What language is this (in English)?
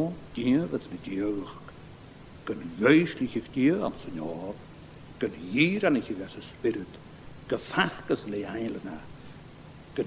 Scottish Gaelic